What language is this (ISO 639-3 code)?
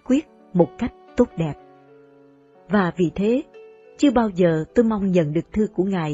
vie